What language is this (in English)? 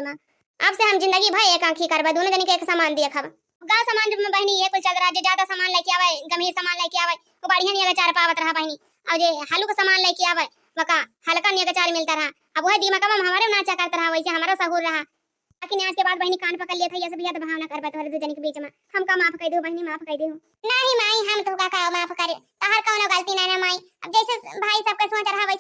Awadhi